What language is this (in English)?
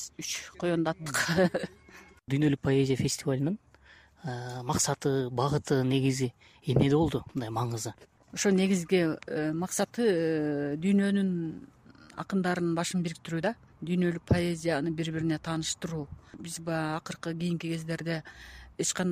Kyrgyz